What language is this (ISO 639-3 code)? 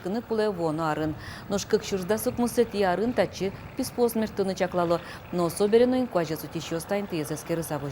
udm